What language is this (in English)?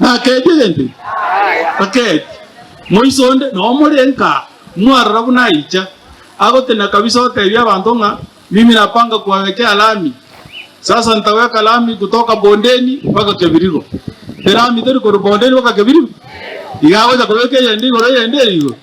Gusii